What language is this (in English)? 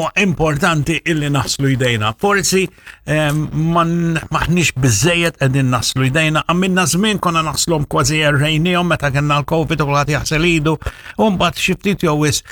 Maltese